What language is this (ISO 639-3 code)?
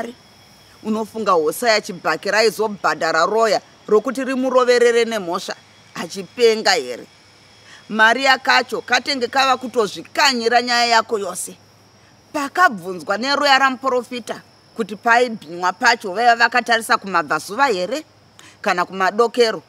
sna